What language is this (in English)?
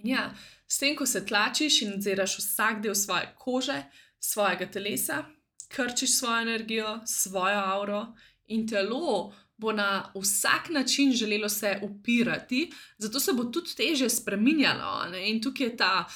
Slovenian